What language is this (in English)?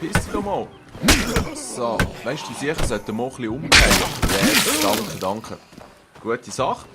Swiss German